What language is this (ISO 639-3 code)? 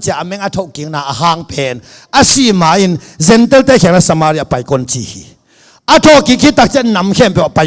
ctd